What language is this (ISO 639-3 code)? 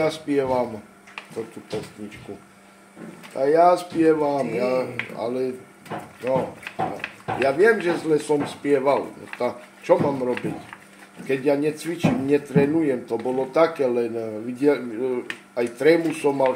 slk